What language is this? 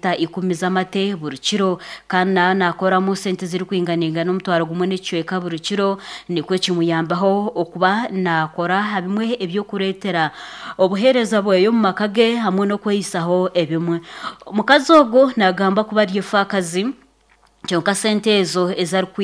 Nyankole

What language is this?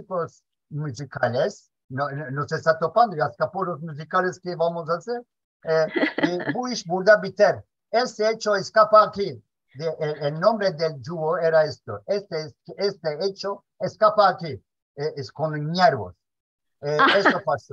Ladino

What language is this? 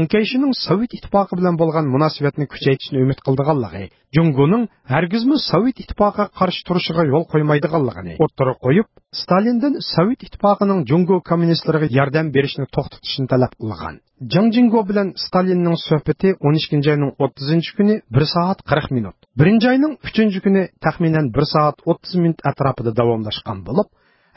Uyghur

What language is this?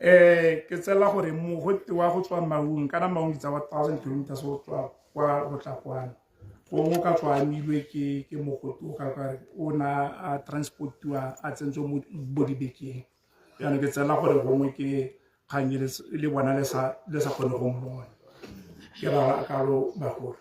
Tswana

